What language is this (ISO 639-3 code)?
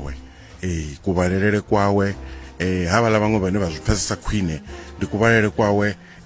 ven